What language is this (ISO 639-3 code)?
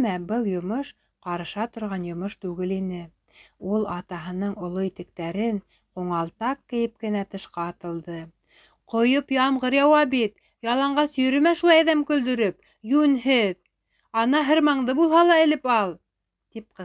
bak